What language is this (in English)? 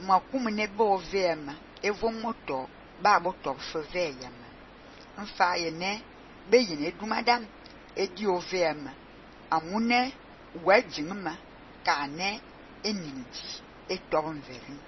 Fang